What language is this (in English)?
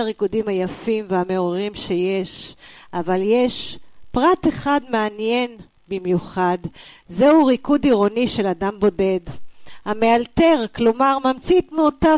Hebrew